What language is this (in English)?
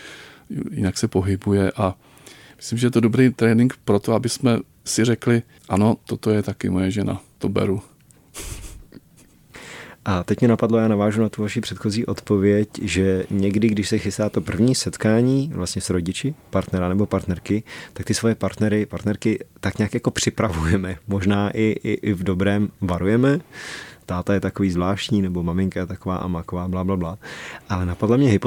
Czech